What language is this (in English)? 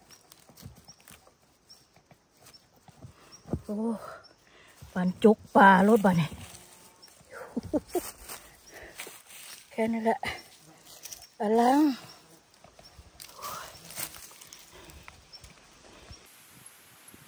Thai